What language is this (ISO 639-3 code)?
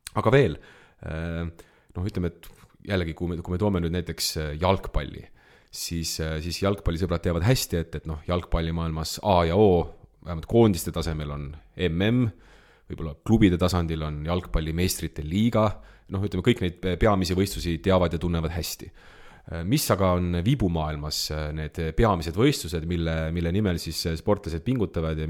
est